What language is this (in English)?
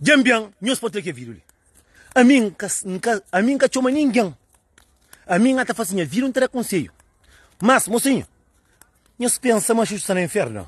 Kabuverdianu